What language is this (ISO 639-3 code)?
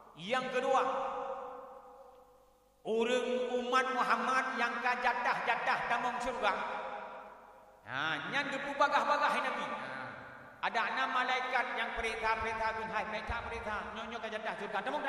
ace